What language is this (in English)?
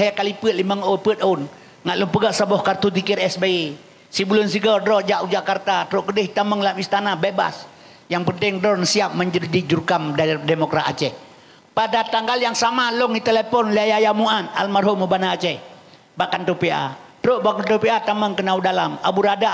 Achinese